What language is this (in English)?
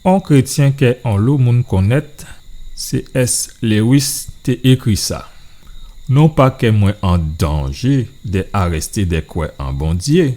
Guadeloupean Creole French